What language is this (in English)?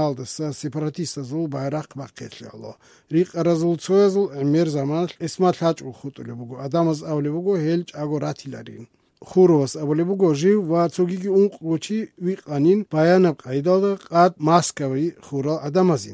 Avaric